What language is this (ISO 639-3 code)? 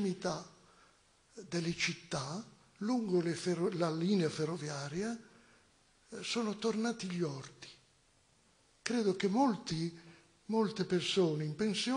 ita